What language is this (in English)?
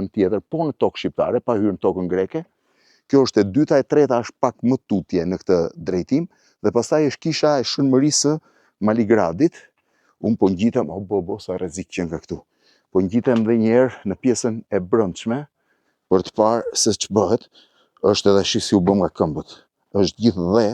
Albanian